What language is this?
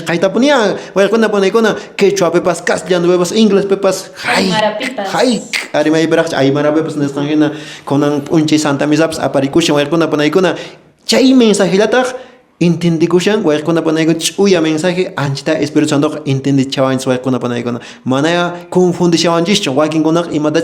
Quechua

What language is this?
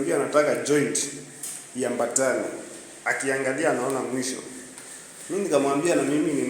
Swahili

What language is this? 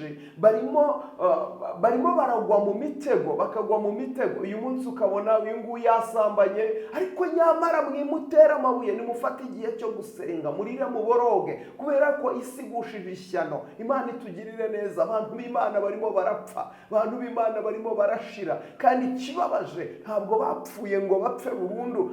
Kinyarwanda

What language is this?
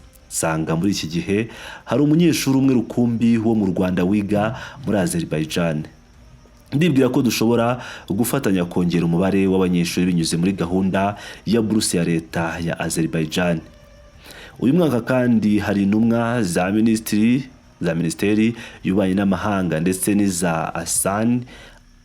Kinyarwanda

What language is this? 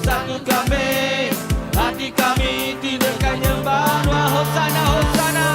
Iban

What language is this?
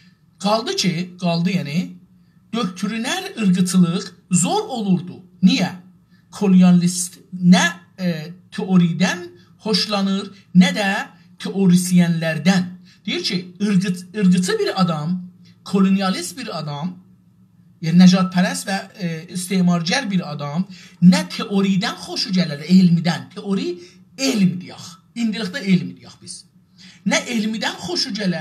South Azerbaijani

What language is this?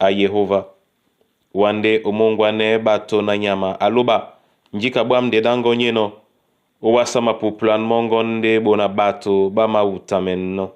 Duala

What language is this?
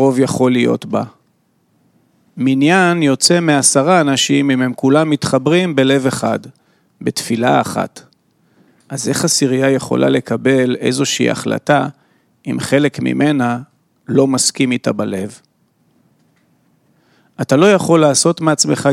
Hebrew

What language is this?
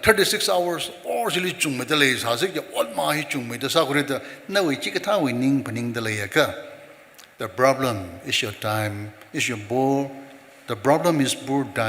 Tangkhul Naga (India)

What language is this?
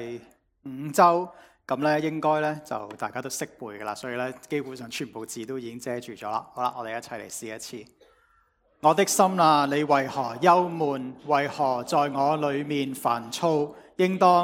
Cantonese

